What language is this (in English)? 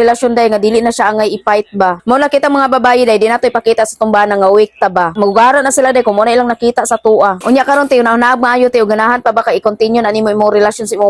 Cebuano